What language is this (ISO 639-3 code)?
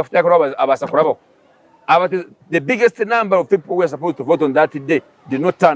nyn